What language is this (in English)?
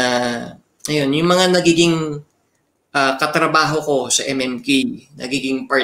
Filipino